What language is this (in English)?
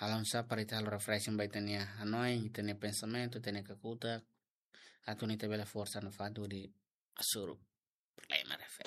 Tetum